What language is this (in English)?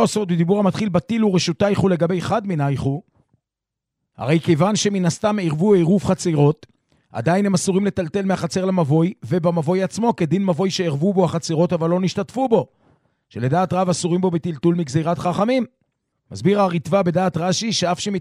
Hebrew